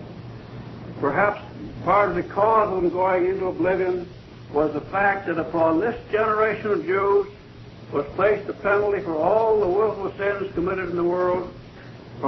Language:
English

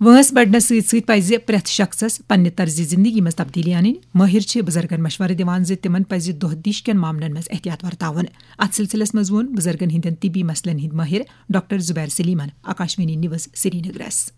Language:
Kashmiri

